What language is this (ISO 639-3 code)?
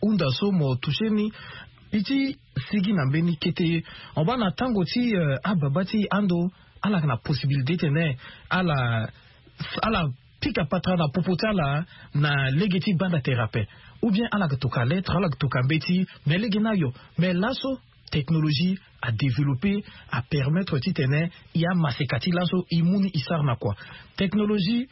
sag